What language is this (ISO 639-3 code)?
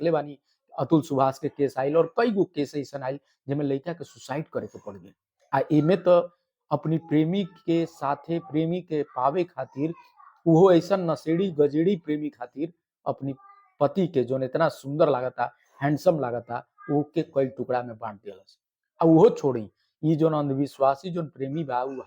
bho